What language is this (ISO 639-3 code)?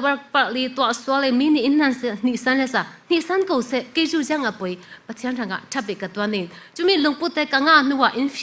cfm